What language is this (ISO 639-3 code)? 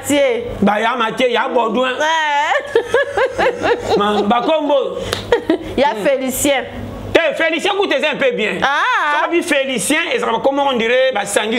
lin